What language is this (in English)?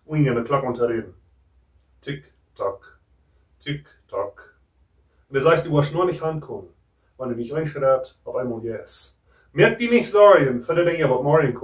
Plautdietsch